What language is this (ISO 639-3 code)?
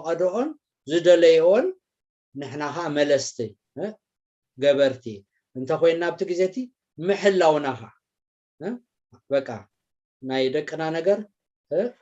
tir